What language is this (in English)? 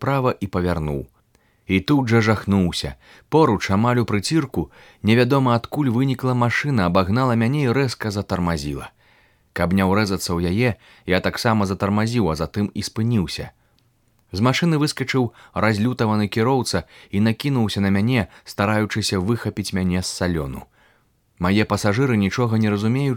Belarusian